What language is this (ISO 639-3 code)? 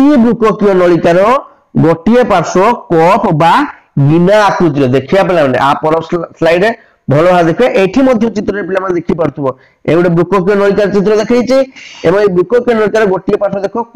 ori